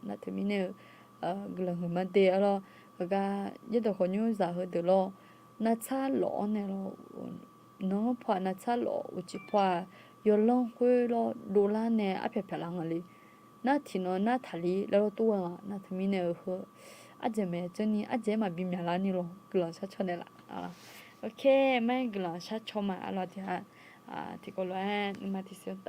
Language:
Akha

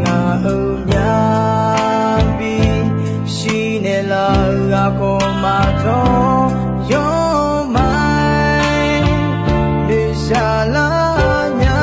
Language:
Akha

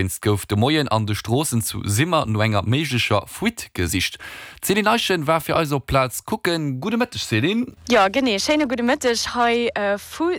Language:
Luxembourgish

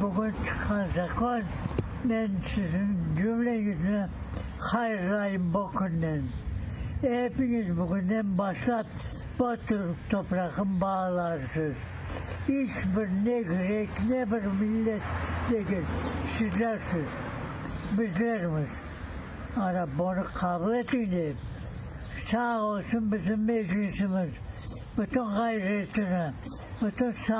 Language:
Crimean Tatar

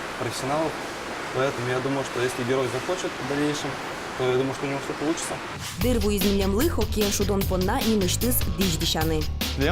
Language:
Udmurt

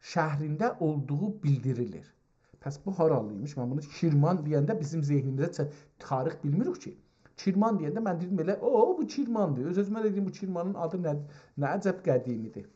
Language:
South Azerbaijani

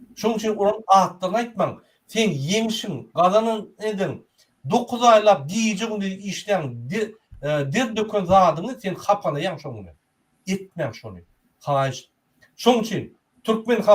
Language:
Turkmen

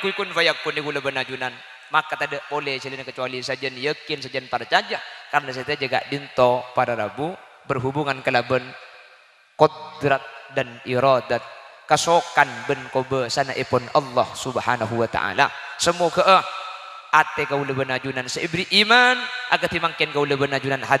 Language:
Madurese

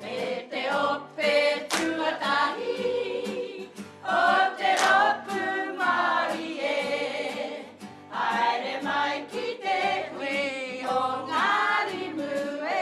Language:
Māori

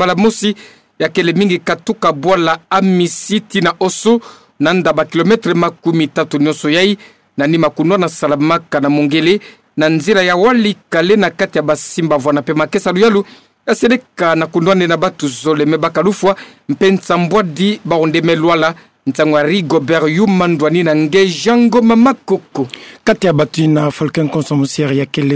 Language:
Kituba (Democratic Republic of Congo)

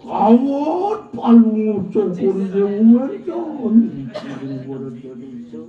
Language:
Balinese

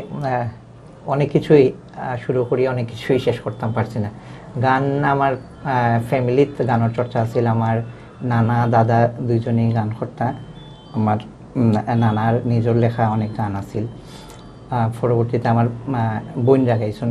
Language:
Sylheti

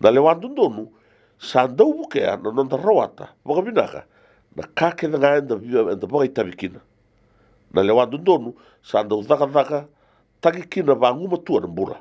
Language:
Fijian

